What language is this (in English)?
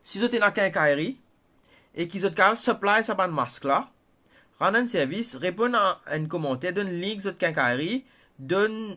Morisyen